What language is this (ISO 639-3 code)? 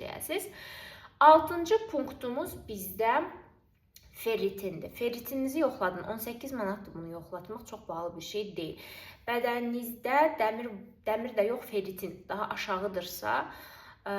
aze